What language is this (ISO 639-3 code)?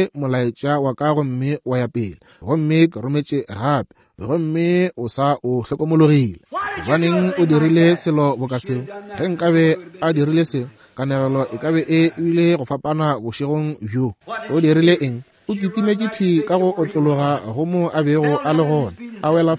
nso